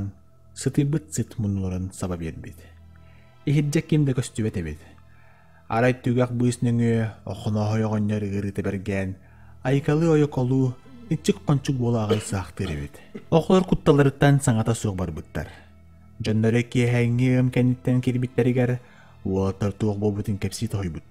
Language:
Yakut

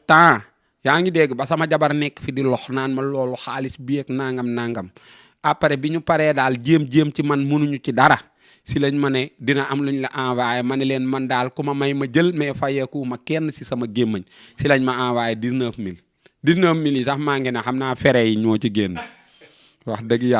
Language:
Wolof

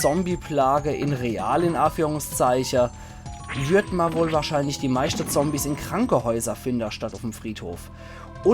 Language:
Palatine German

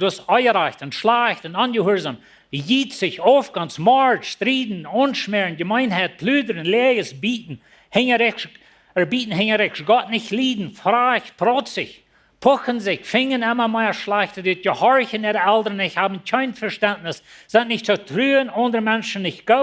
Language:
Plautdietsch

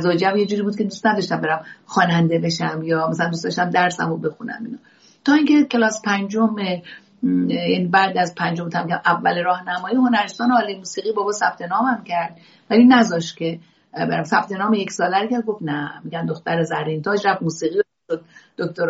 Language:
Persian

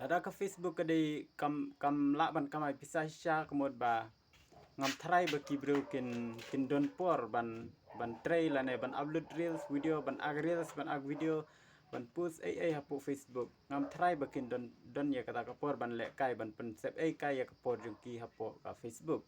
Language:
Khasi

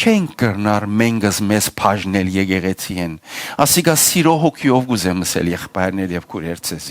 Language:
Western Armenian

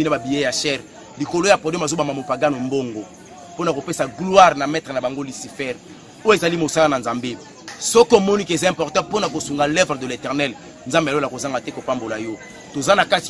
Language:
Lingala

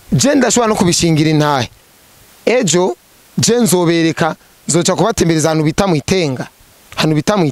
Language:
Rundi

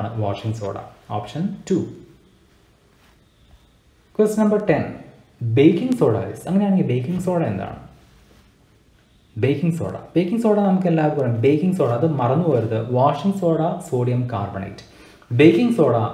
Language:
Malayalam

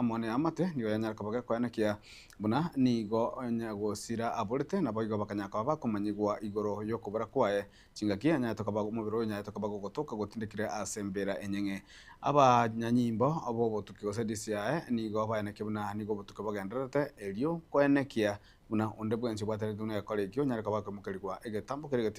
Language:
Gusii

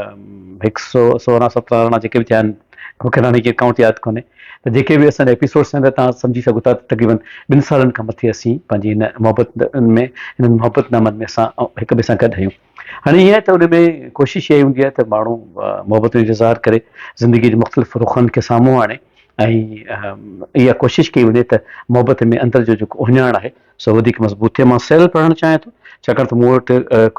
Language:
Sindhi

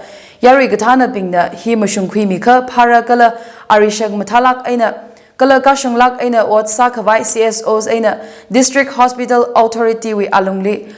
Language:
Tangkhul Naga (India)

